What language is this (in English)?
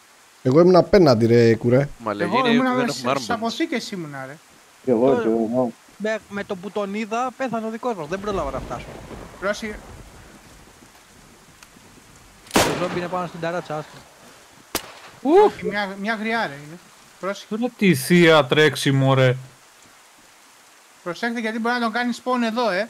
Greek